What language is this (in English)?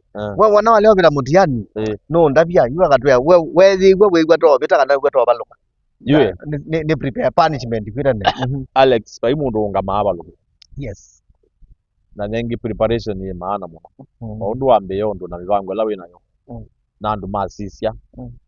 Kamba